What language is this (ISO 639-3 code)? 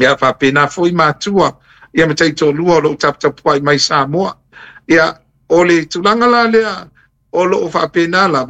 smo